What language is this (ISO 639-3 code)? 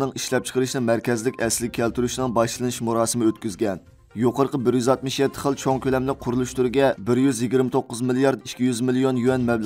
uig